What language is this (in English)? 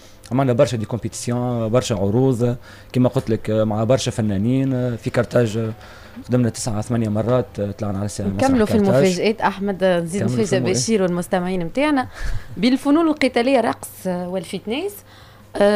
Tunisian Arabic